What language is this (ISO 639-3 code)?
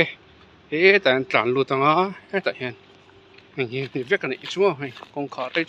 lus